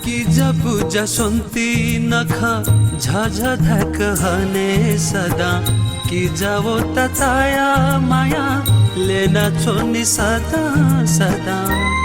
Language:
Newari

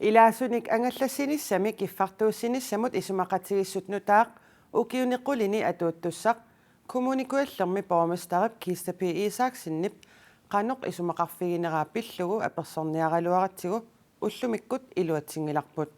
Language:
Kalaallisut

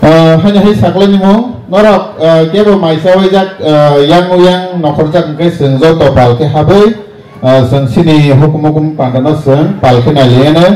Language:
Kok Borok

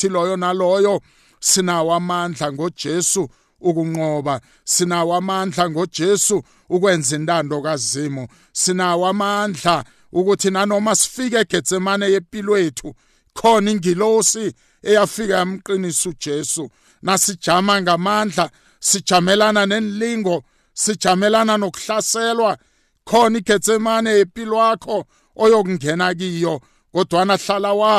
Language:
South Ndebele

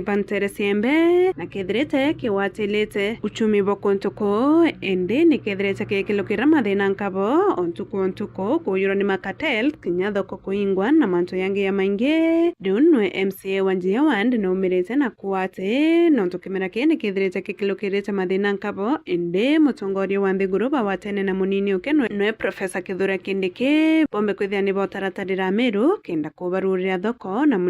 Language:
Meru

